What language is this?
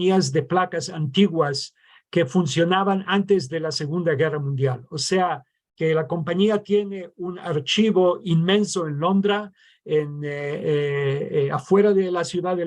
Ladino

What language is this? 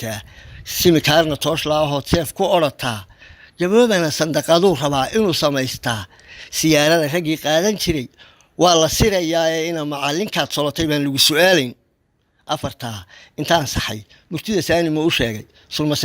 Somali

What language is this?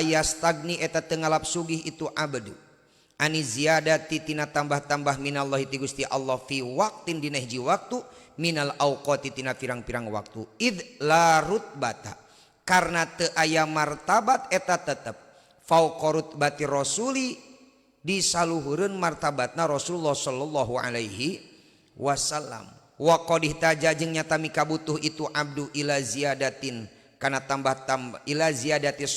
Sundanese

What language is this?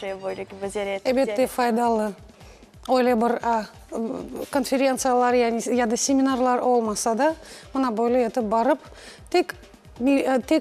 Crimean Tatar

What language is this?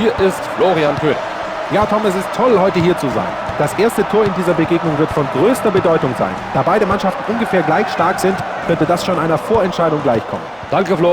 Bavarian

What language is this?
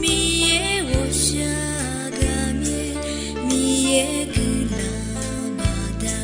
Akha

